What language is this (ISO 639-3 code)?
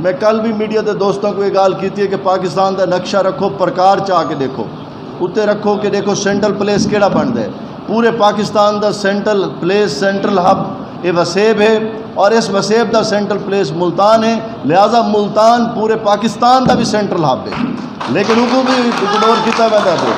skr